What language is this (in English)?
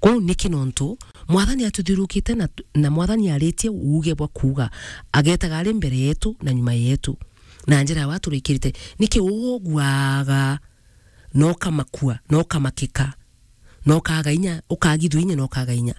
Meru